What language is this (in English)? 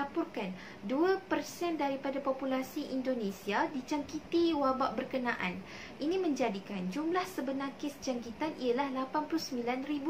Malay